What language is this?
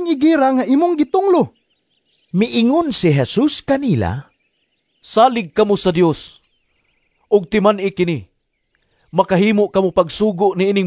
Cebuano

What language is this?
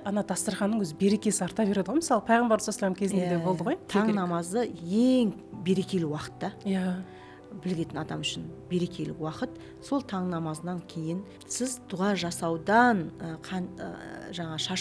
Kazakh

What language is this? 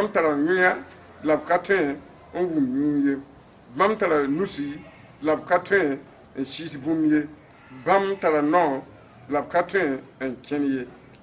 Mossi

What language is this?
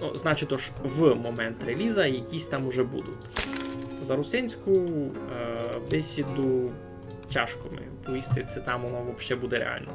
Rusyn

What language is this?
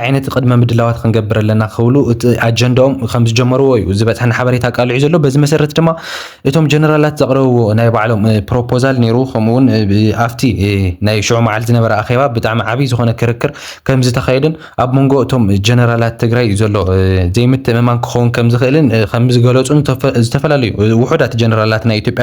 Tigrinya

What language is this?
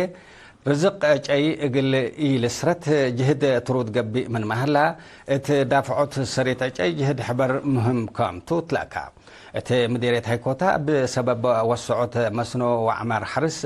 Tigre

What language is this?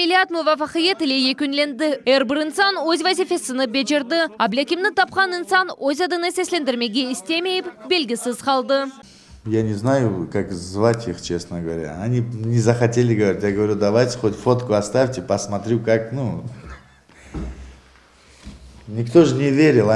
Crimean Tatar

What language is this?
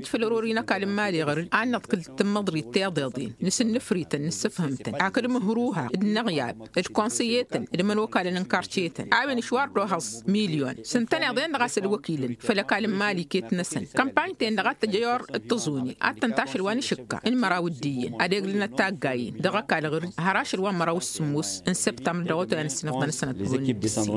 Tamasheq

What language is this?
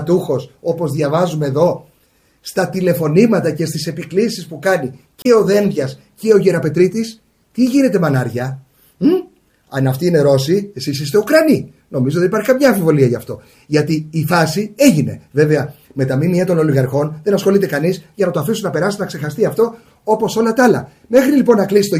Greek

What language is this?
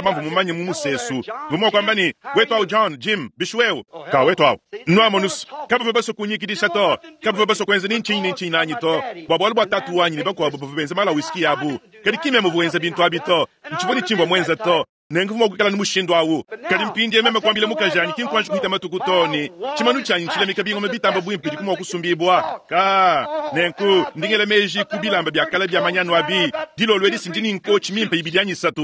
Luba-Lulua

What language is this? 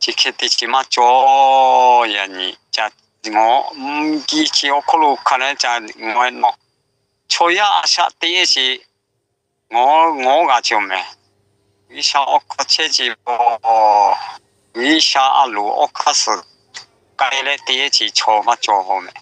Lahu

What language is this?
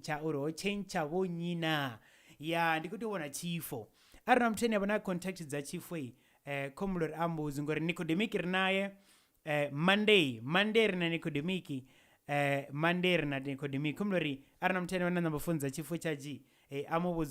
Venda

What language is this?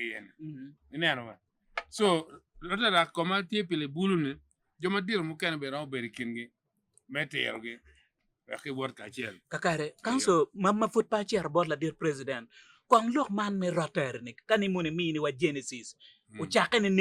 Acoli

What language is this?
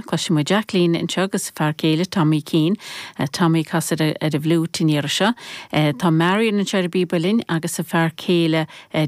Irish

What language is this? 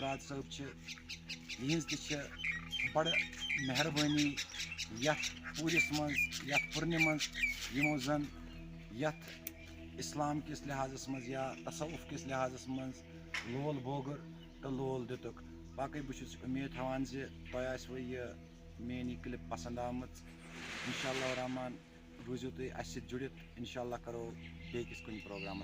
Kashmiri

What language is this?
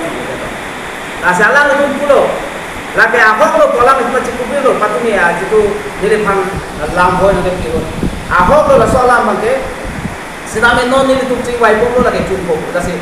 Karbi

